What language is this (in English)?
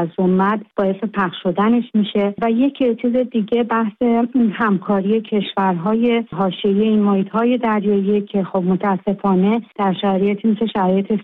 Persian